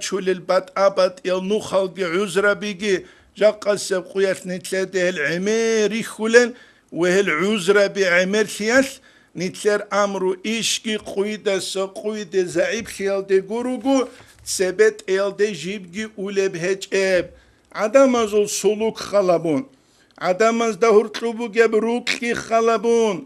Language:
Avaric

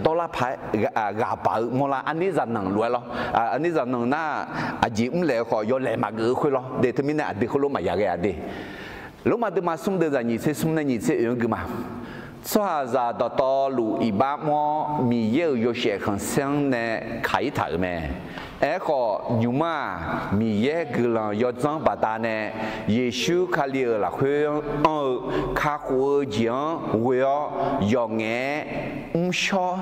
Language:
Akha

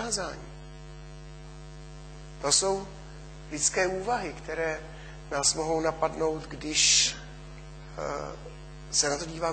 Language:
Czech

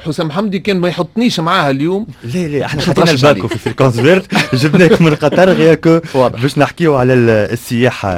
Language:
Tunisian Arabic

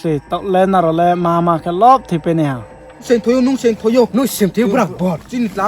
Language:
Riang (India)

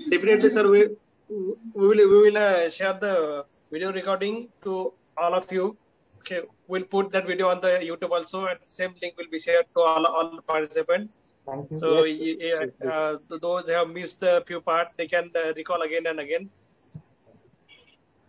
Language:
English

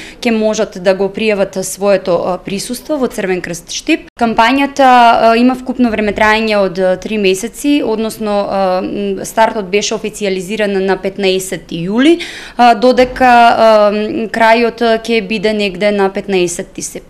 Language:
Macedonian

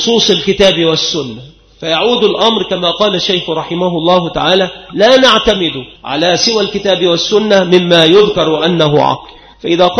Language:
Arabic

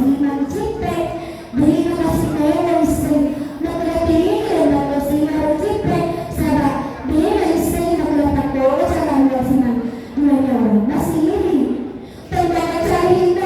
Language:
Buginese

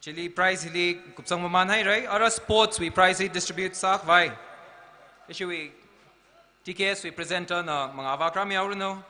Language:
Tangkhul Naga (India)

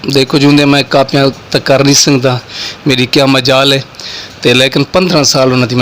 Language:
Saraiki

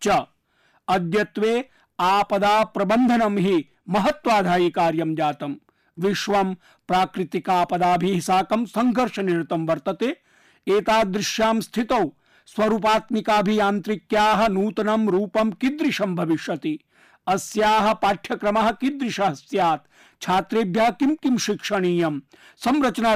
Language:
Sanskrit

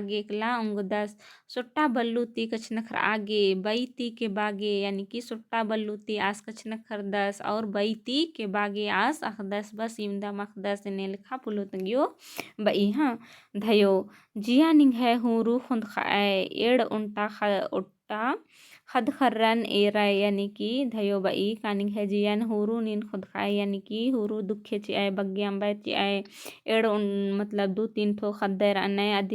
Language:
Kurukh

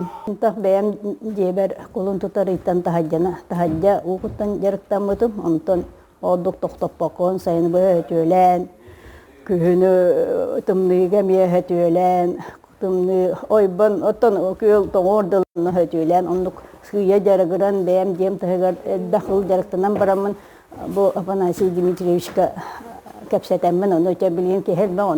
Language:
Yakut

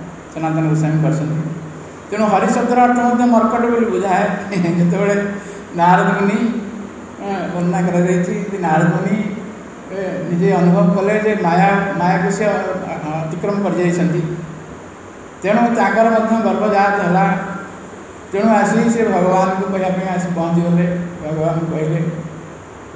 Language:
Odia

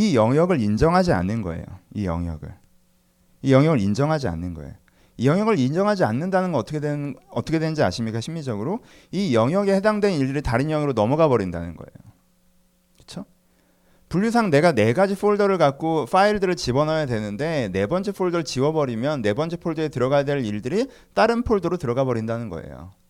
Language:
Korean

